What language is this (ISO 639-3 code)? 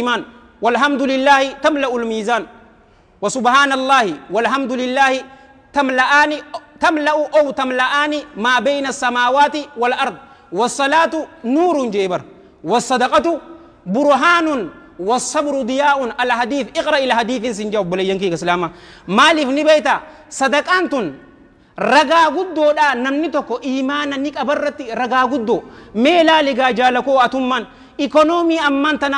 orm